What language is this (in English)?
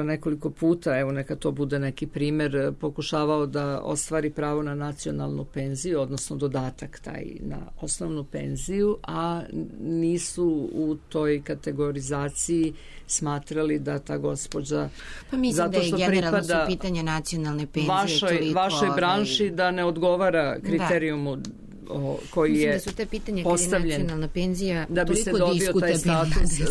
Serbian